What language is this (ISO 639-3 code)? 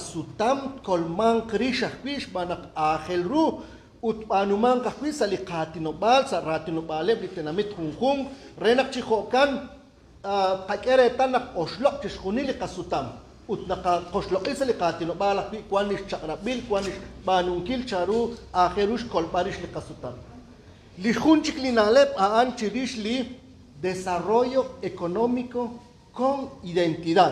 kek